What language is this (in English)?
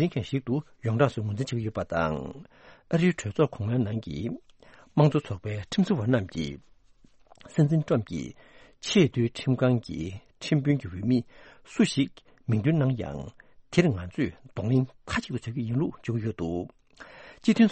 Tibetan